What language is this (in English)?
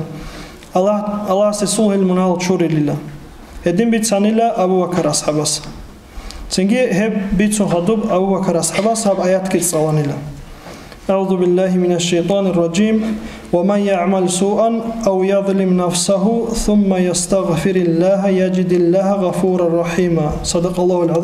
Avaric